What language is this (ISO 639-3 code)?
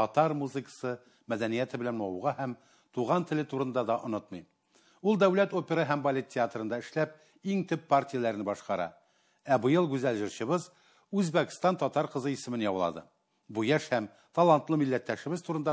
tat